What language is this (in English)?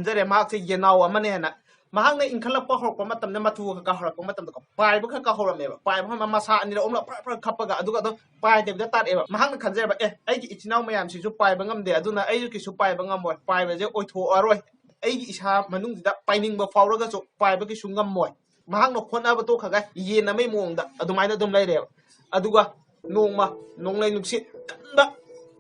Manipuri